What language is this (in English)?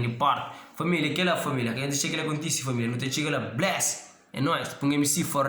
Kabuverdianu